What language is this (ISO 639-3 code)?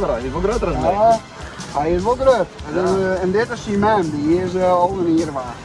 fry